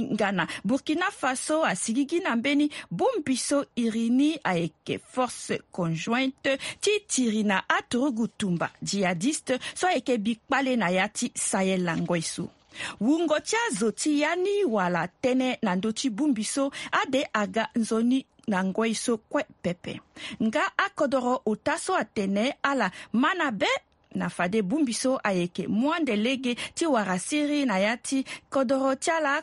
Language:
Sango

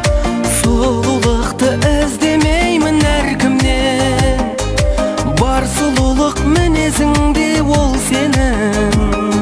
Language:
Kazakh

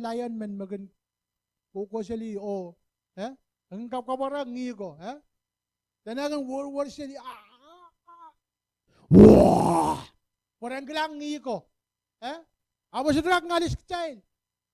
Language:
Pohnpeian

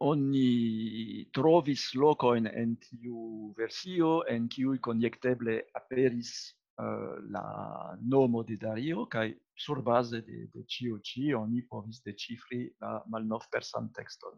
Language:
Esperanto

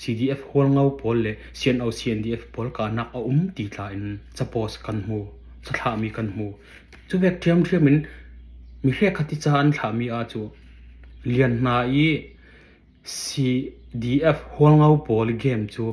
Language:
Falam Chin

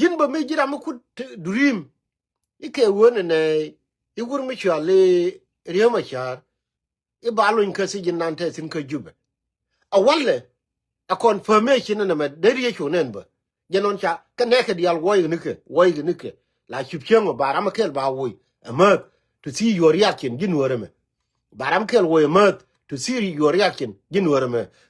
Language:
Nuer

